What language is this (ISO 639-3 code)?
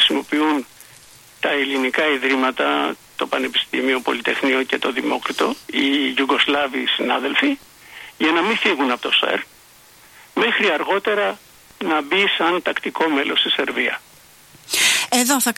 ell